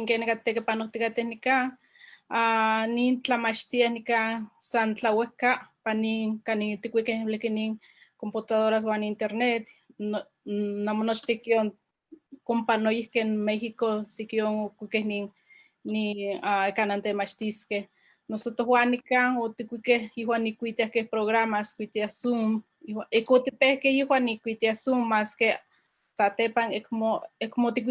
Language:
Eastern Huasteca Nahuatl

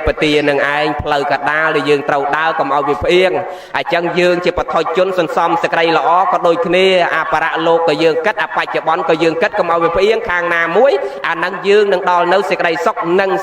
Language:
Khmer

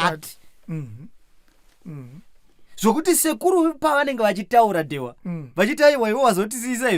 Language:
Shona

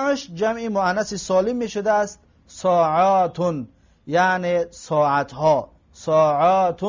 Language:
Tajik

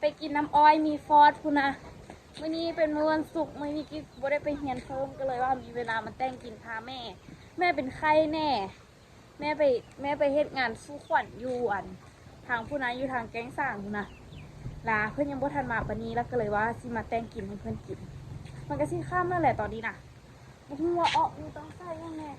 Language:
Lao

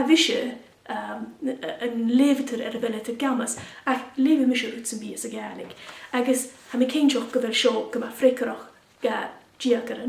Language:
Scottish Gaelic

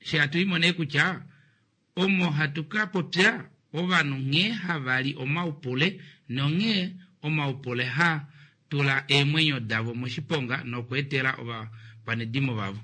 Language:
Kuanyama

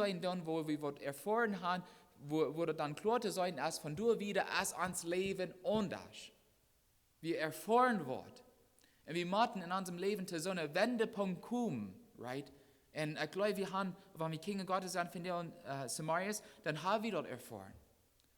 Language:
Plautdietsch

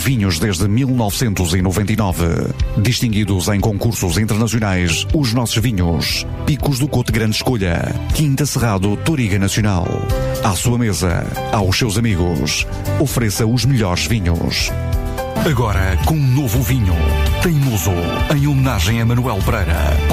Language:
Portuguese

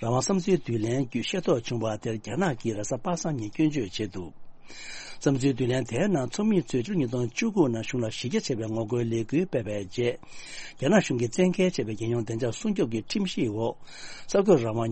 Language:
Tibetan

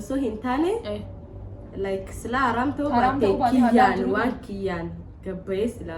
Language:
Oromo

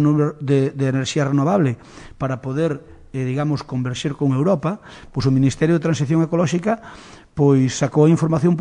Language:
Galician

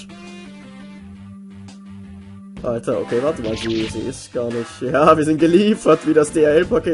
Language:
German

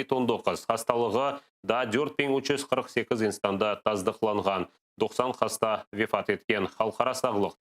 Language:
Crimean Tatar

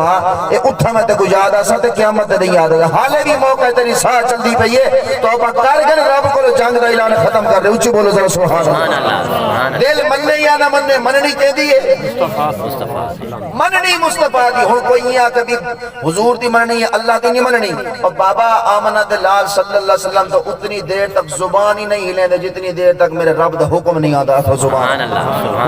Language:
Saraiki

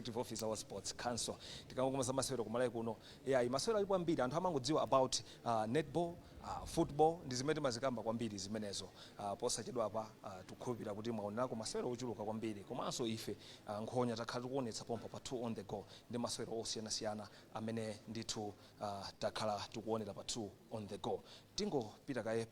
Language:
Nyanja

